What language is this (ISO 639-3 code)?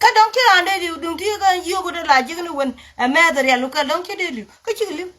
nus